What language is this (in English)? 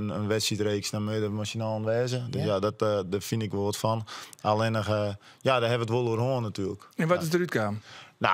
Western Frisian